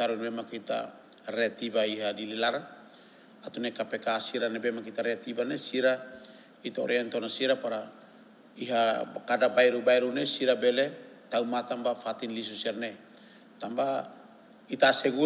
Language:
Tetum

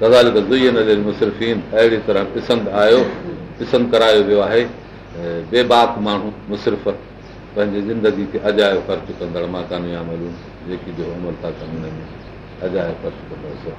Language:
Sindhi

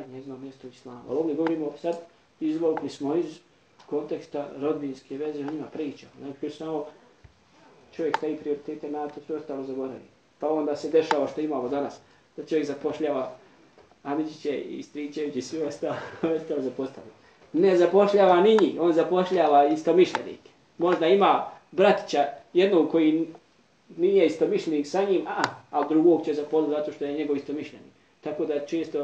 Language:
Bosnian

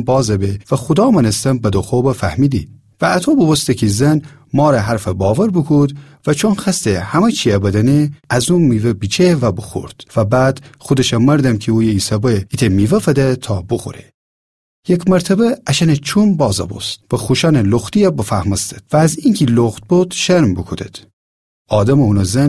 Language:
Gilaki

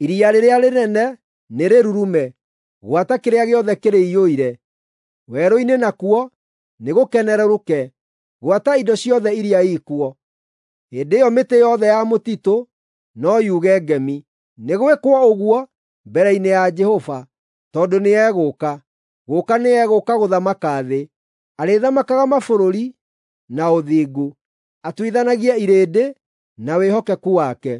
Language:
Kikuyu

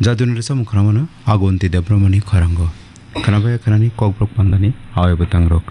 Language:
Kok Borok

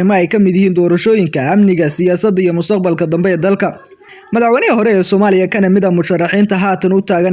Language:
Somali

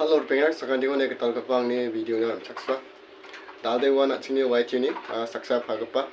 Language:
Garo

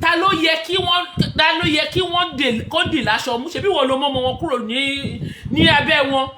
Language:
Yoruba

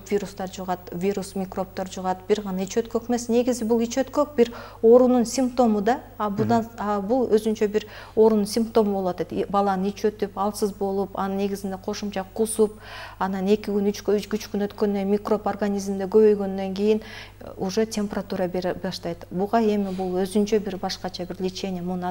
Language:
Kyrgyz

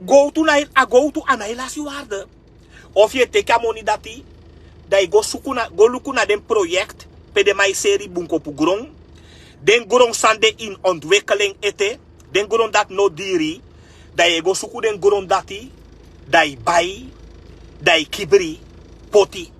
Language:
Sranan Tongo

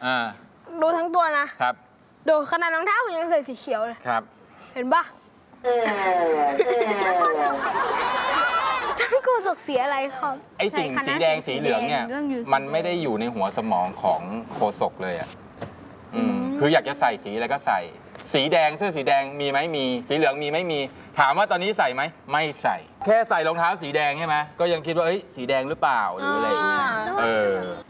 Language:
Thai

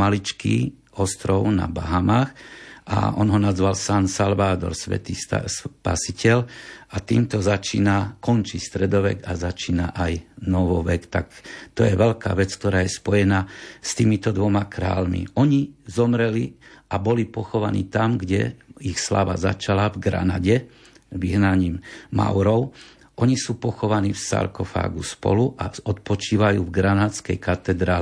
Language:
Slovak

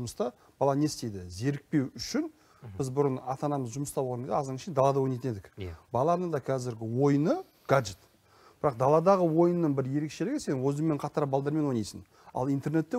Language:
Kazakh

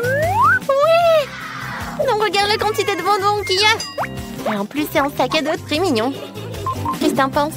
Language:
French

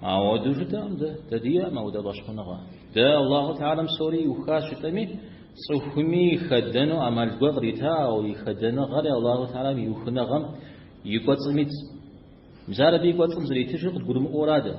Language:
Kabardian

